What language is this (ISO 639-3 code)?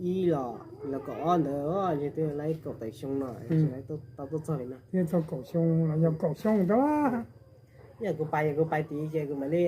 hmn